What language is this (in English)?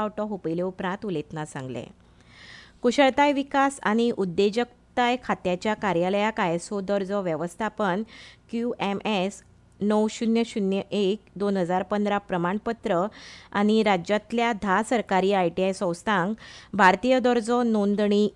Konkani